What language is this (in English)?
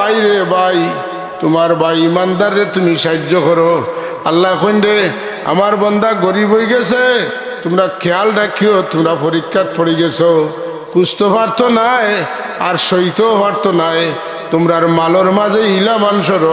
Sylheti